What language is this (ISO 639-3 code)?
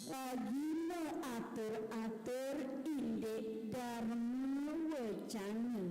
ban